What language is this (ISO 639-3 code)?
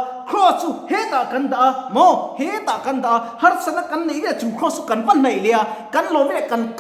lus